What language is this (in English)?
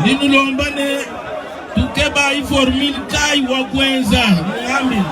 Luba-Lulua